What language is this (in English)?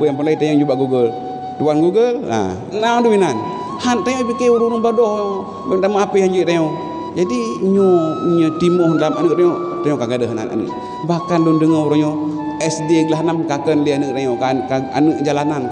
Achinese